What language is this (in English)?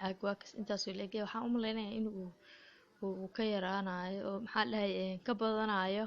Somali